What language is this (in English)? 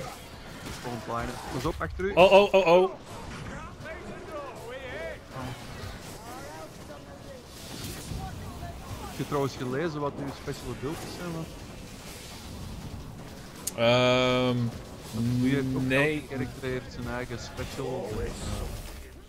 Dutch